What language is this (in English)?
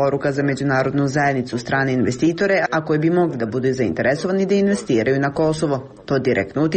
Croatian